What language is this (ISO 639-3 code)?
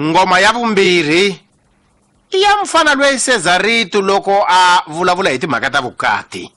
tso